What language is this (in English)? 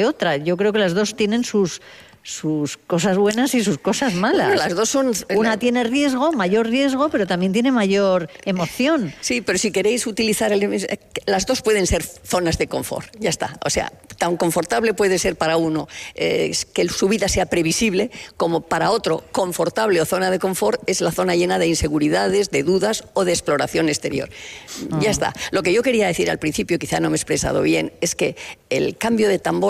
Spanish